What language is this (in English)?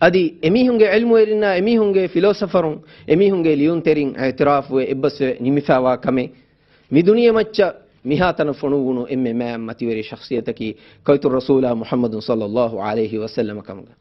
Divehi